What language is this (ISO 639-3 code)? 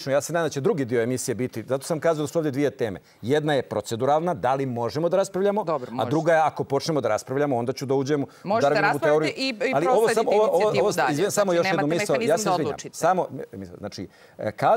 srp